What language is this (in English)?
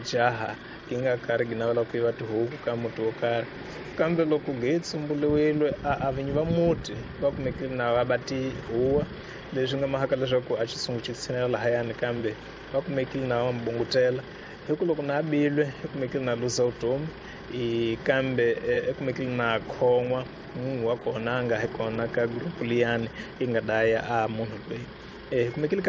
Tsonga